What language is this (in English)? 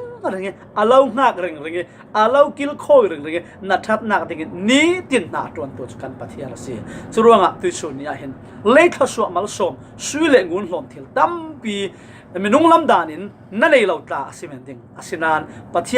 Falam Chin